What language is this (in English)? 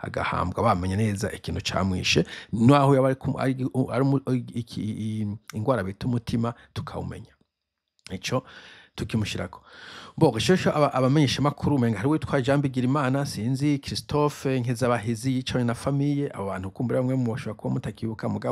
Rundi